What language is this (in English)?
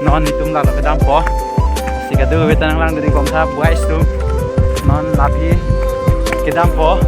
Karbi